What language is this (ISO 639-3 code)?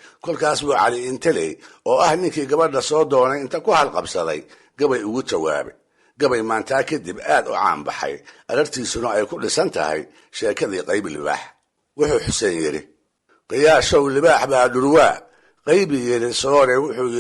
som